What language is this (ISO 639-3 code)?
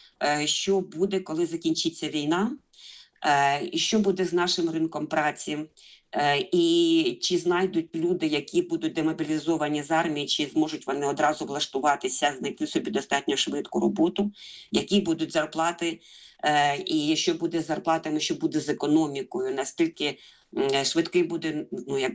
ukr